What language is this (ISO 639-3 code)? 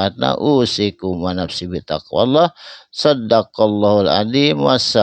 sun